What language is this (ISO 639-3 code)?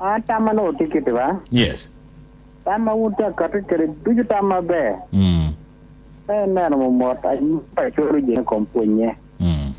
ach